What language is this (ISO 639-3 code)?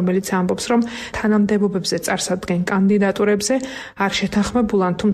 kat